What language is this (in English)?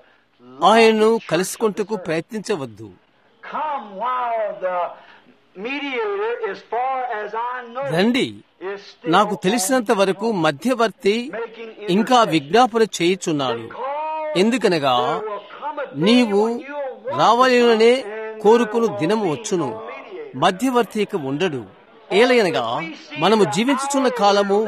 Telugu